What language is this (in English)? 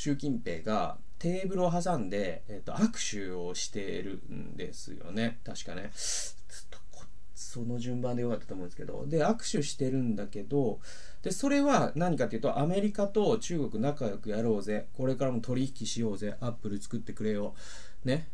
Japanese